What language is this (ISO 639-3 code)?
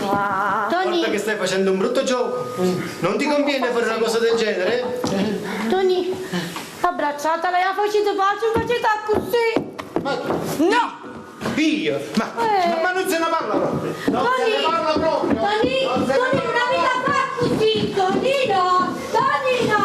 nap